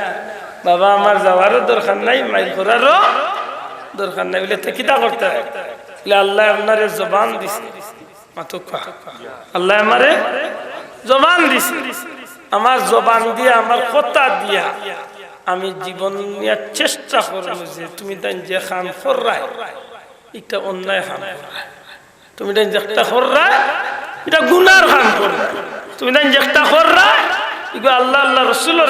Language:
Sylheti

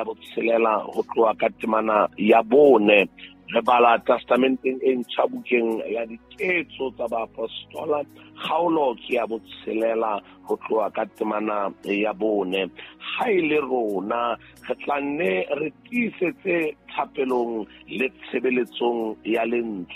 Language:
Southern Sotho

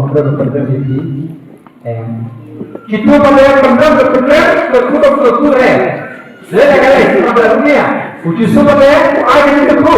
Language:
Khasi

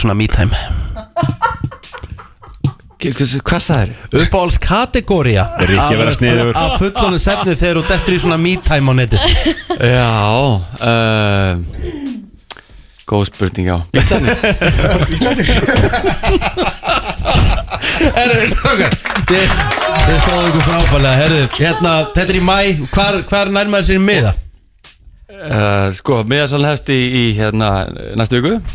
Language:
Icelandic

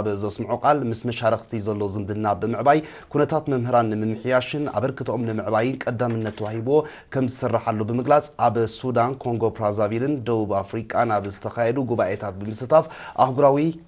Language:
Tigrinya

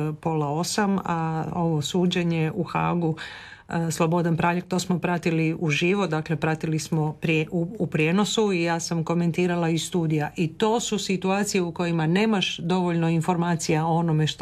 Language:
Croatian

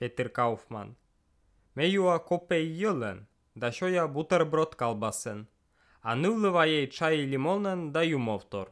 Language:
Albanian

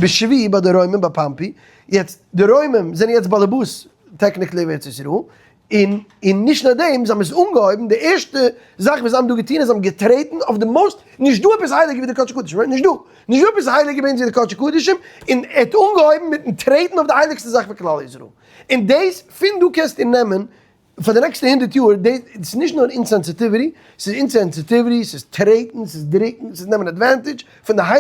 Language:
Yiddish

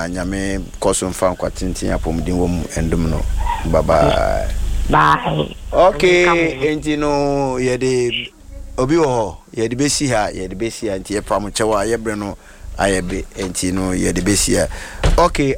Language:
Akan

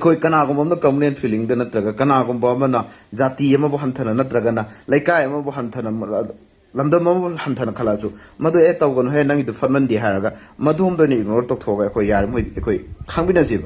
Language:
Manipuri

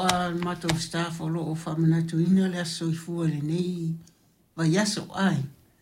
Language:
Samoan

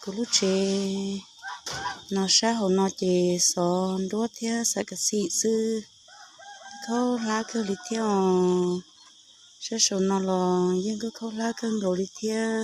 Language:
Hmong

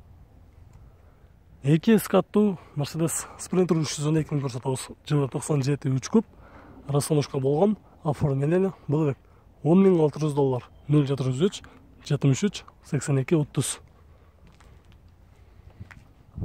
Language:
Kyrgyz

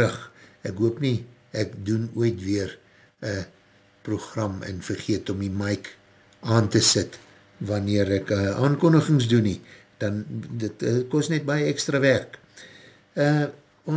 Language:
Afrikaans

